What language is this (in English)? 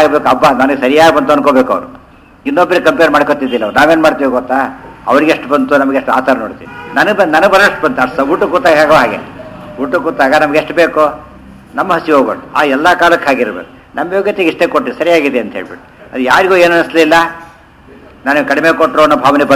Kannada